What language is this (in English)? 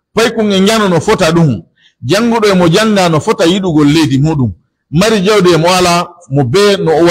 Pular